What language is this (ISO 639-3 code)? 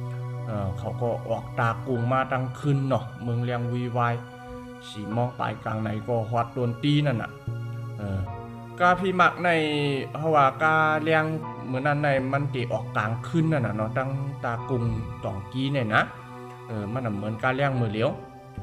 shn